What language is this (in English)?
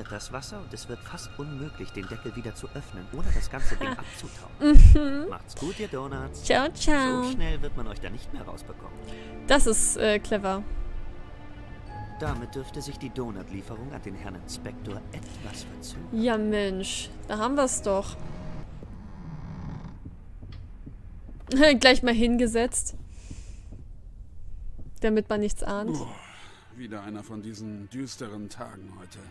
German